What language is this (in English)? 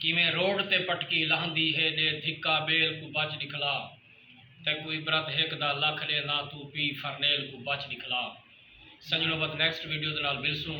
Saraiki